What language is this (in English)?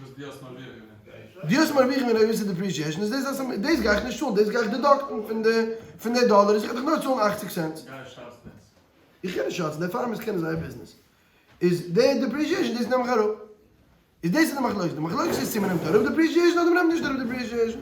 Yiddish